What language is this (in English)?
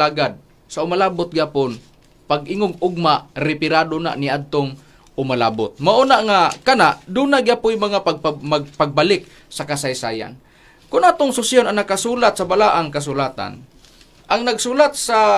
Cebuano